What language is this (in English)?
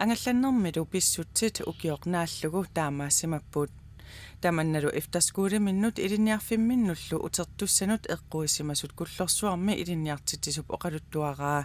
Kalaallisut